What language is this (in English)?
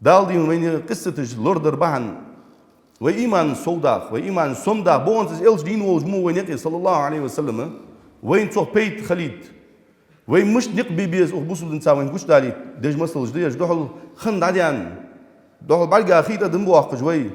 Ingush